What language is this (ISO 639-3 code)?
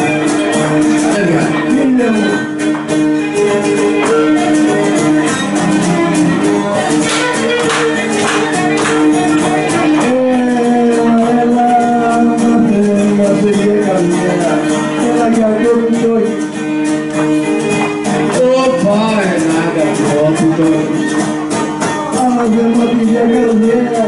ell